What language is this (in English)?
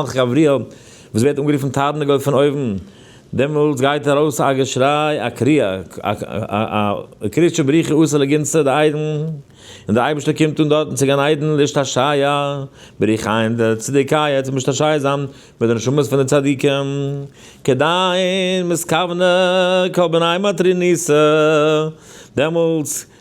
Yiddish